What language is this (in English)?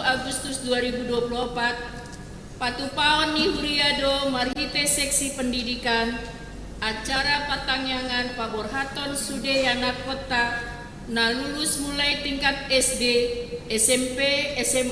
Batak Toba